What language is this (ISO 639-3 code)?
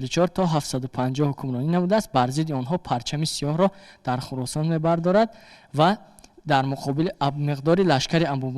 tgk